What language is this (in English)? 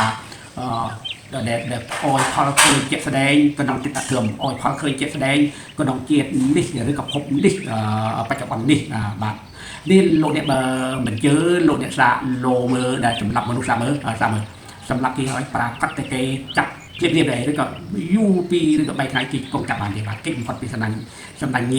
Khmer